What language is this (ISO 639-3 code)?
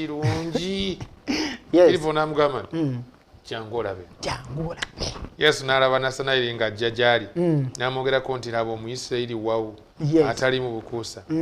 lug